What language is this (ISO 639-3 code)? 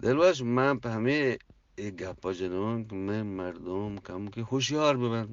bgp